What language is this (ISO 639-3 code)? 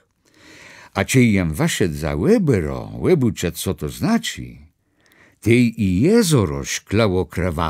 csb